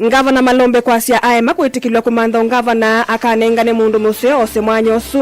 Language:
Kamba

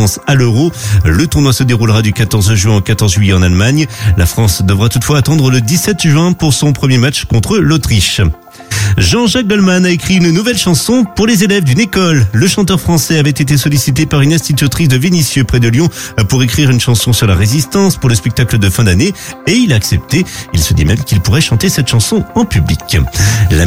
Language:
French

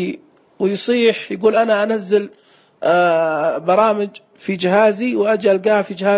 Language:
Najdi Arabic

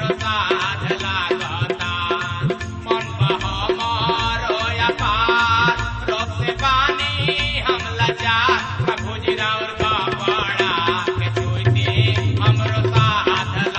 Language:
Bhojpuri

